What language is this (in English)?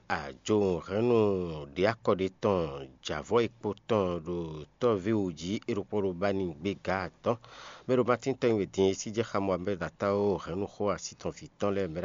Fon